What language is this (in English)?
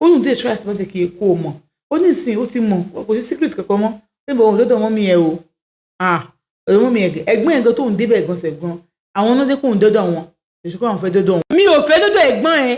Yoruba